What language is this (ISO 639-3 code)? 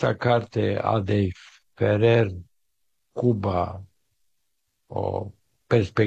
ron